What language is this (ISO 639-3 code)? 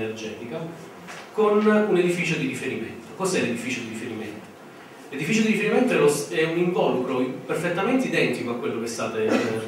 ita